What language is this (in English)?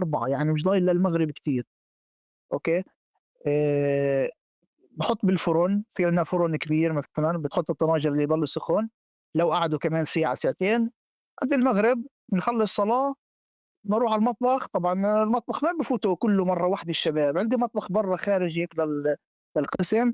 North Levantine Arabic